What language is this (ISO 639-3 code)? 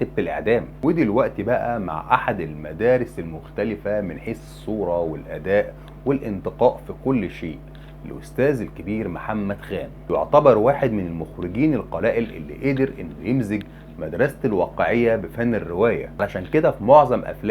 arz